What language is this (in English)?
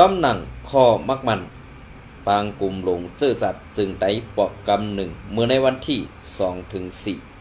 Shan